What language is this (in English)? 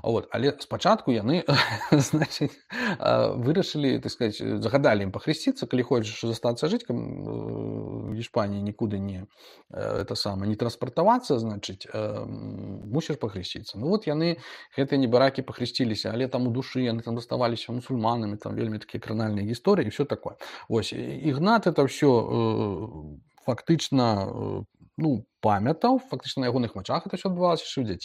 Belarusian